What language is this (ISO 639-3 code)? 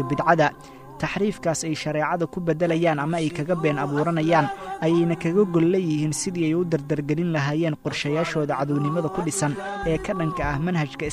som